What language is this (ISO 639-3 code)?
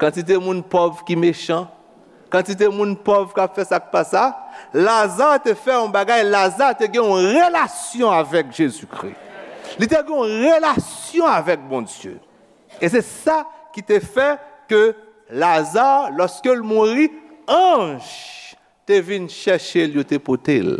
hat